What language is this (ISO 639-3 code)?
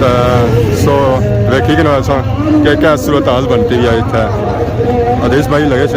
phr